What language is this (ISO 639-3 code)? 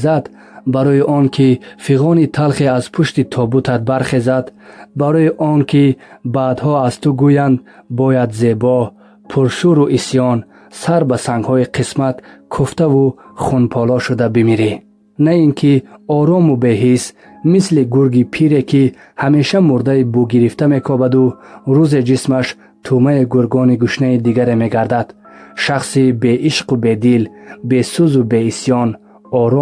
tgk